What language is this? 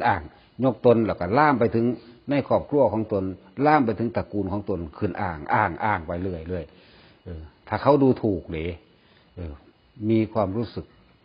Northeastern Thai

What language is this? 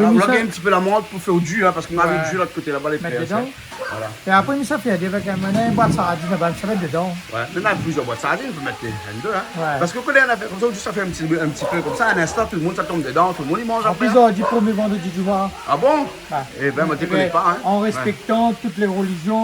Réunion Creole French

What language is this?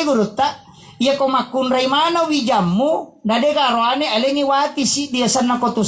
Buginese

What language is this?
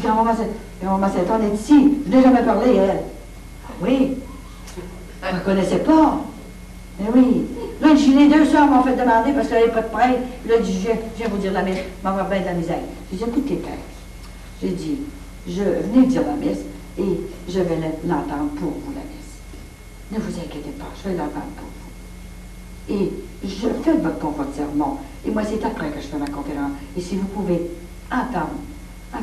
French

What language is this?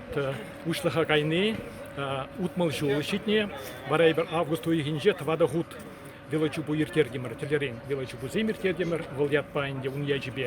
Chuvash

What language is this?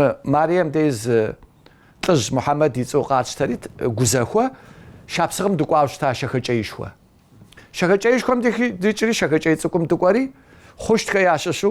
Kabardian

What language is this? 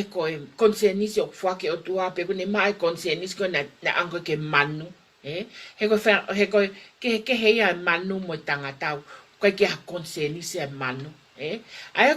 Tongan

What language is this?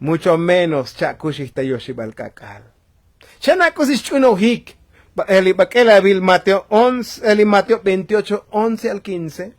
Tzotzil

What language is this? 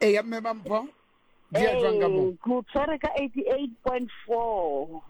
Southern Sotho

